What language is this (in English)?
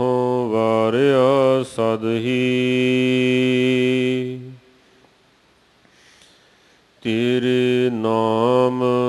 Punjabi